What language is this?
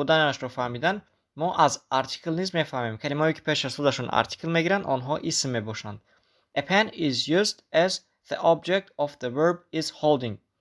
Tajik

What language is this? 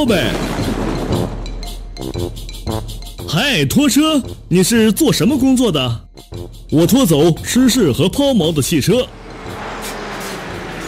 Chinese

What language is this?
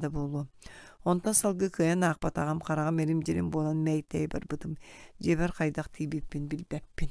Yakut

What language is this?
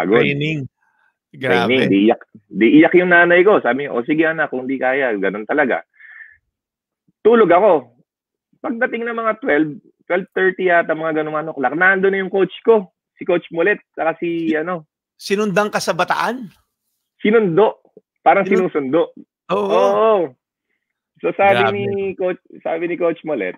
Filipino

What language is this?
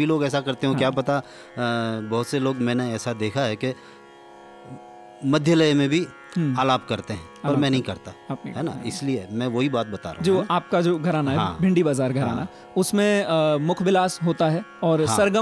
Hindi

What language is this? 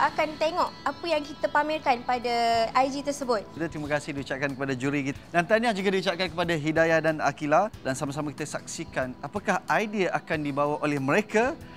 Malay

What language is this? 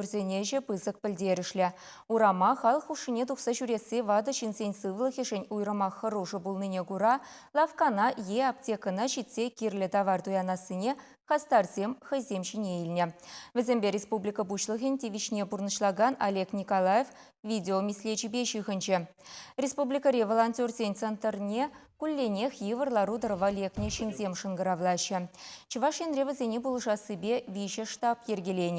Chuvash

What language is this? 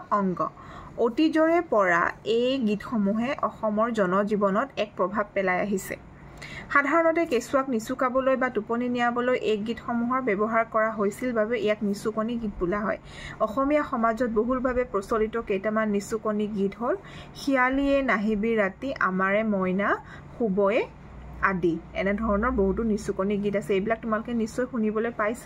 Assamese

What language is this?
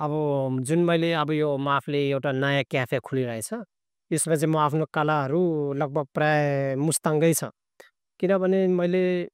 Nepali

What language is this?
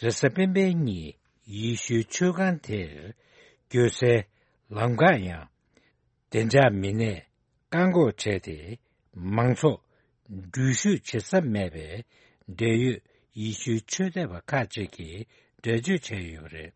Tibetan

